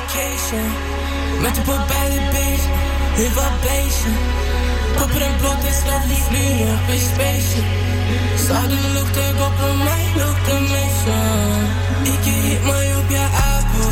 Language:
Norwegian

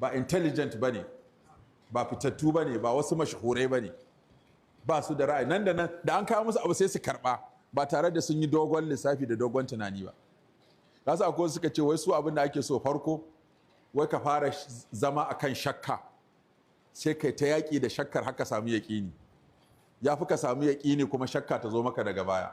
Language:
Hausa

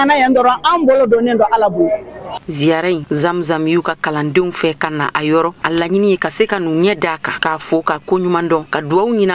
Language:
Bambara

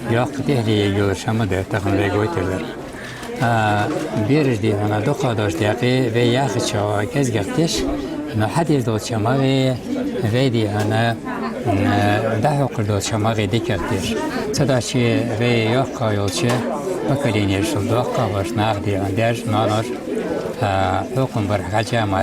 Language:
Ingush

